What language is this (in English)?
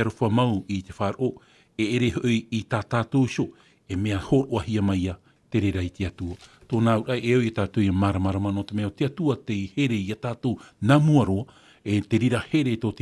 Tahitian